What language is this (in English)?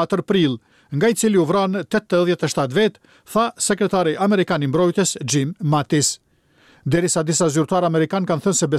Albanian